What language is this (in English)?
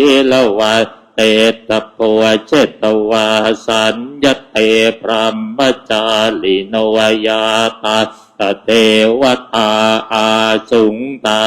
Pali